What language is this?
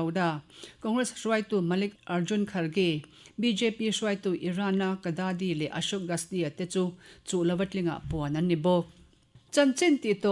Mizo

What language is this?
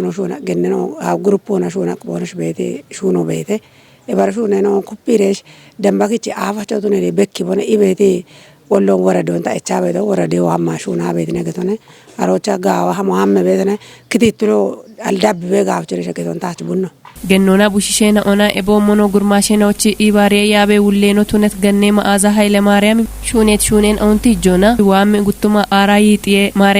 Kafa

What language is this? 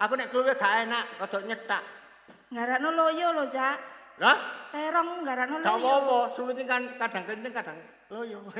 Javanese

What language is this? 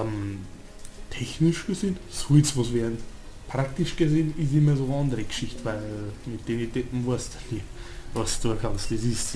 Bavarian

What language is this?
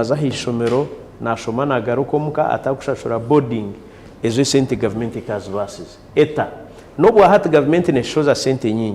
Nyankole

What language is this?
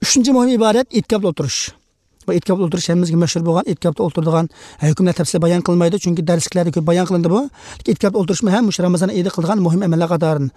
Uyghur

